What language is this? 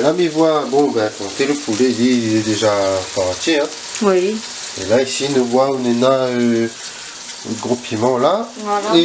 Réunion Creole French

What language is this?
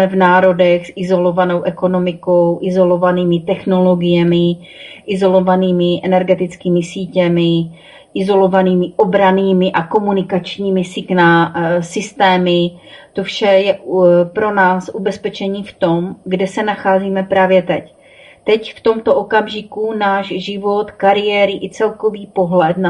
Czech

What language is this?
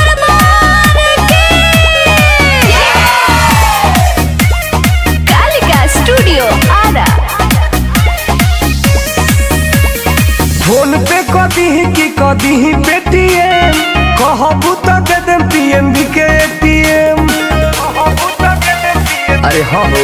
Bhojpuri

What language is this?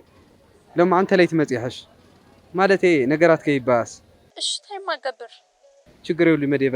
Tigrinya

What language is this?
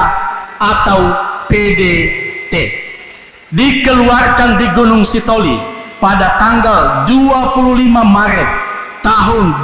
Nias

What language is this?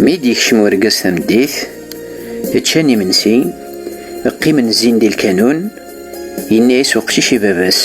Kabyle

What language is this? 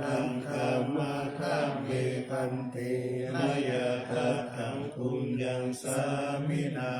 Pali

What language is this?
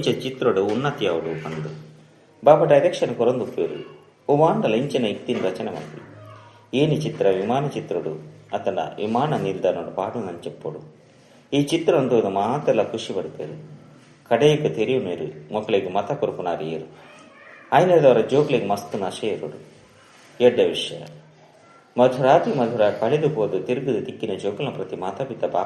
Tulu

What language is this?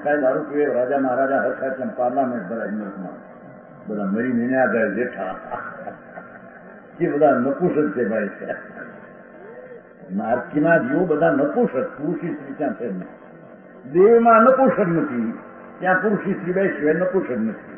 Gujarati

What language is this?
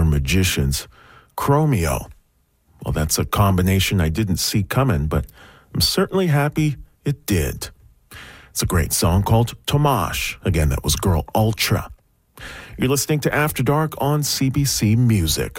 English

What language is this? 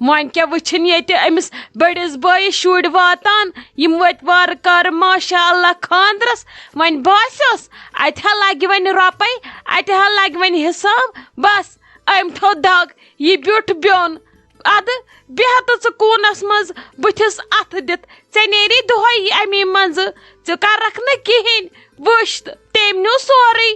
Kashmiri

